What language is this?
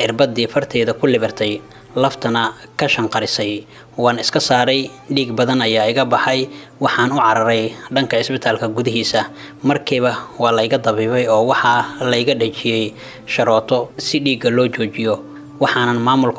Somali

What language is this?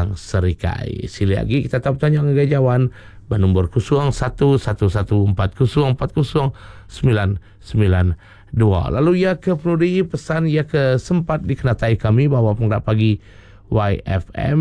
Iban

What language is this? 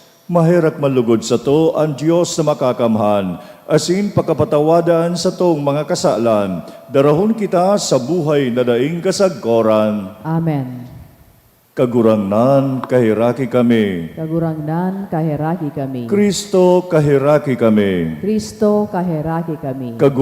Bikol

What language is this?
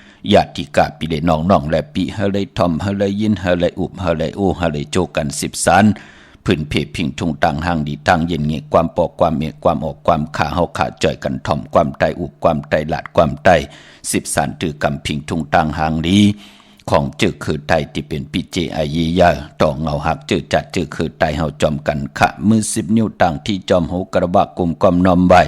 Shan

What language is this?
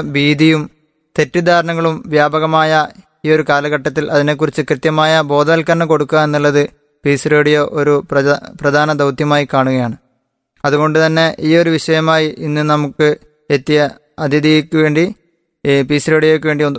Malayalam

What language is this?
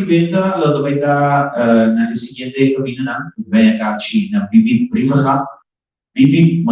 Papiamento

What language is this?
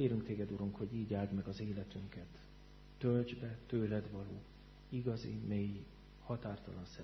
Hungarian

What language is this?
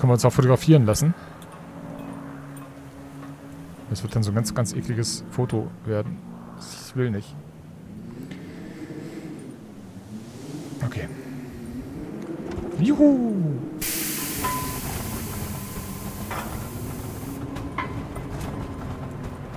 German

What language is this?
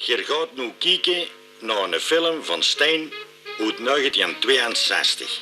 Limburgish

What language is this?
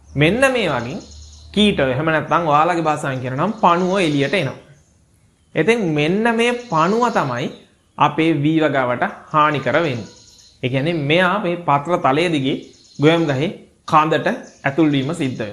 Sinhala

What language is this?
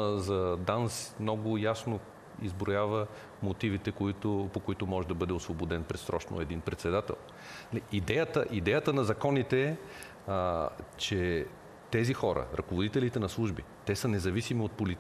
Bulgarian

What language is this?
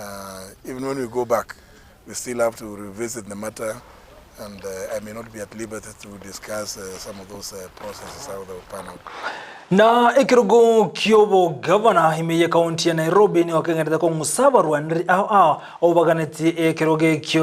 Gusii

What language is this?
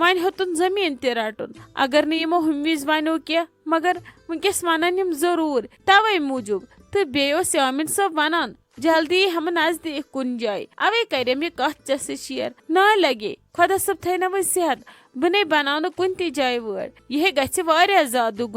Kashmiri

